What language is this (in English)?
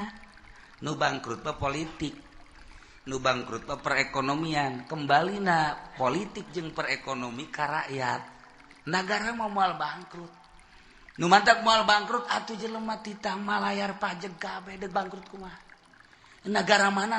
Sundanese